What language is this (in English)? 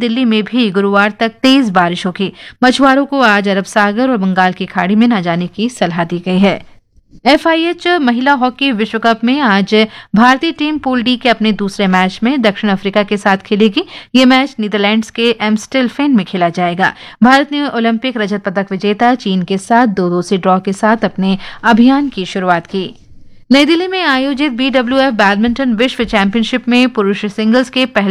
Hindi